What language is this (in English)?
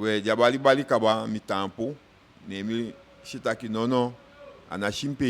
Eastern Maroon Creole